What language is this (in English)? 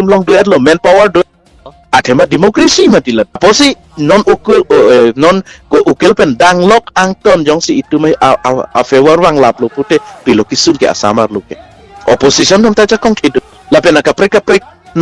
Karbi